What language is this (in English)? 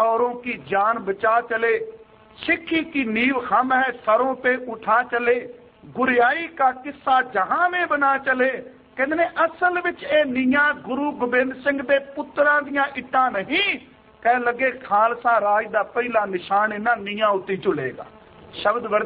Punjabi